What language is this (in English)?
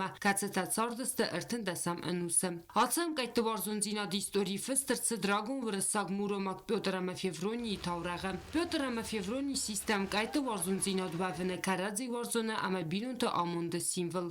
Ossetic